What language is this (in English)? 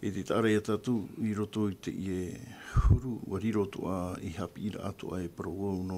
Tahitian